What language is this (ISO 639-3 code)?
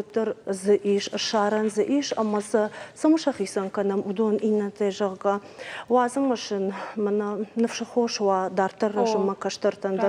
oss